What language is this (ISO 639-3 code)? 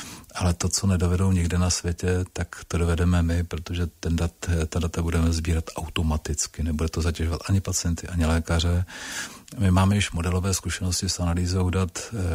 ces